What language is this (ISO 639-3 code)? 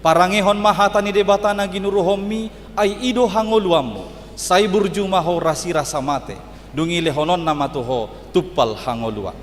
bbc